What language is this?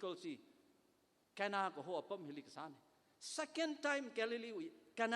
Tangkhul Naga (India)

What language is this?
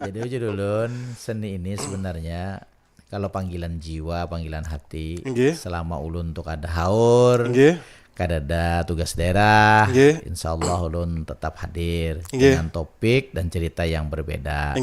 Banjar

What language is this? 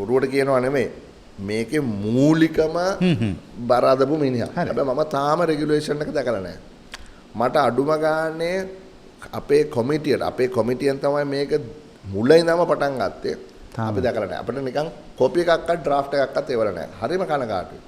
Sinhala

